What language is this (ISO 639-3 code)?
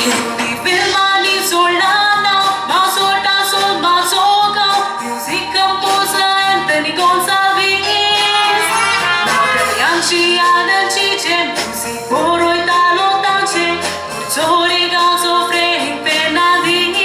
kok